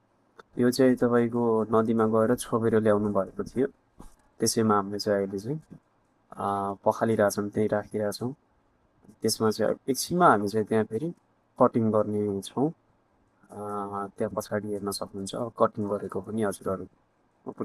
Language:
Nepali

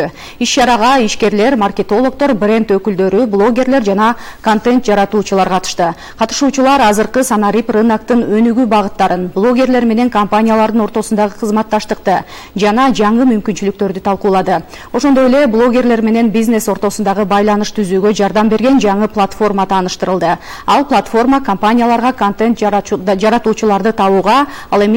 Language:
Kyrgyz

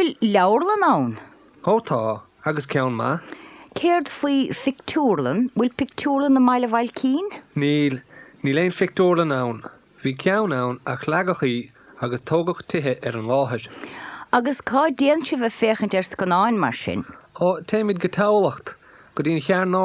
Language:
Irish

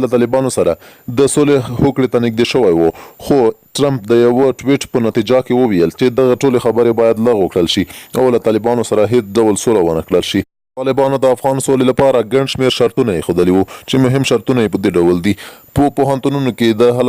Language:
Pashto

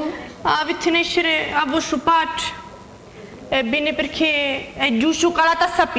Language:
Sicilian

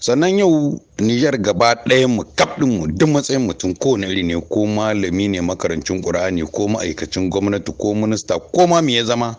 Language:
Hausa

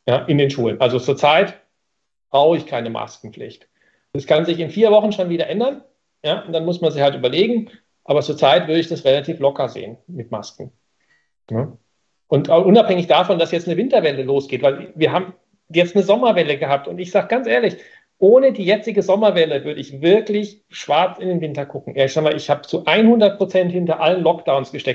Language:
German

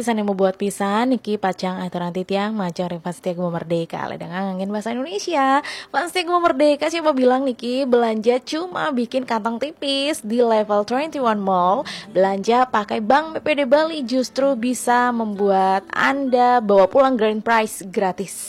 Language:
Balinese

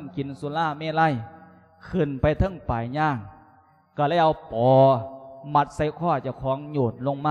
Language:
Lao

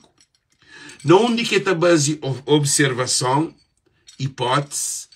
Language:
Kabuverdianu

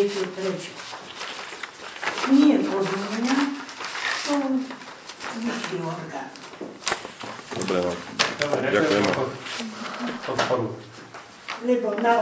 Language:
Slovak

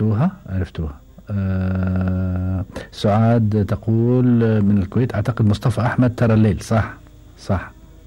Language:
Gulf Arabic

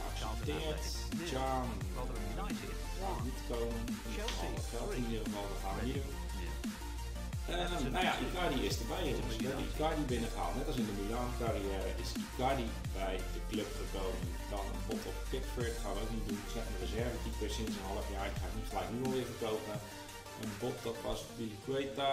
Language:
Dutch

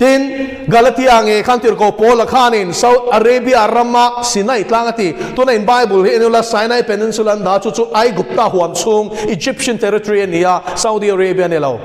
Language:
Mizo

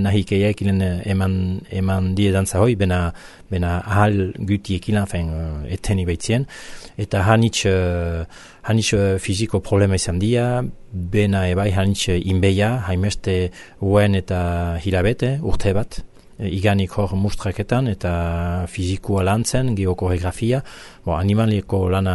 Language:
Basque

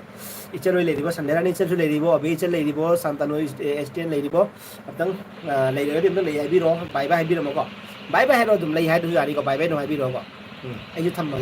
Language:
Manipuri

